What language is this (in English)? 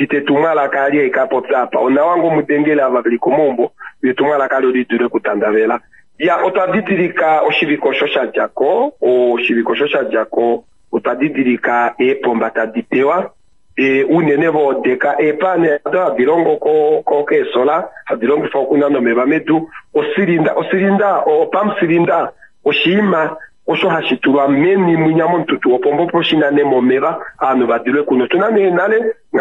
Kuanyama